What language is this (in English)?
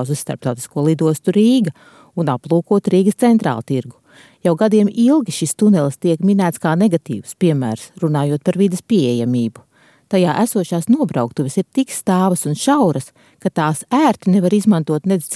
Latvian